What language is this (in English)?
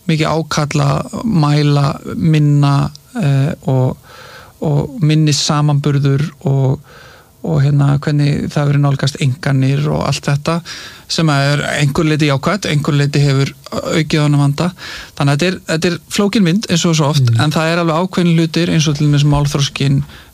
Icelandic